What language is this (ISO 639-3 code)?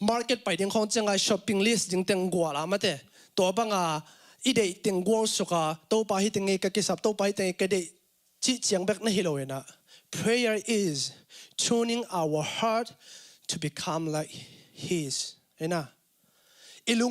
ctd